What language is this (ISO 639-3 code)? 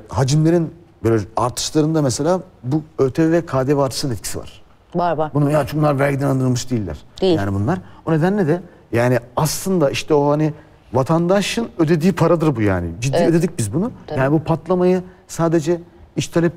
tur